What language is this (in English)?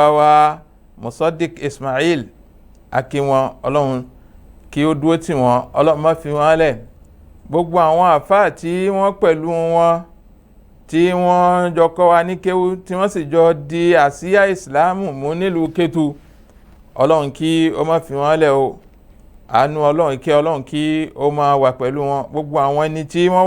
Yoruba